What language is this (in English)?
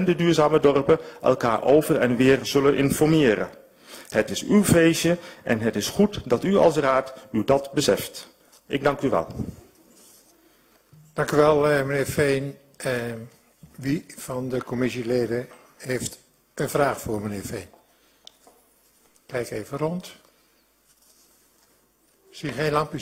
Dutch